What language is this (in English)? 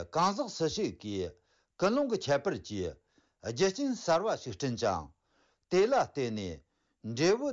Tibetan